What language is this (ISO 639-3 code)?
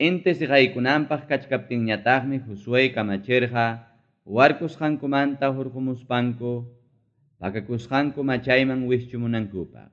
quy